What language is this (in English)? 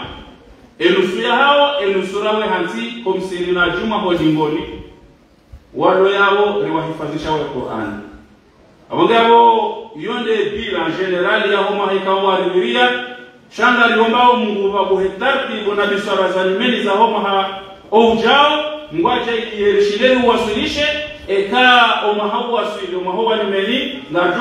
Ngazidja Comorian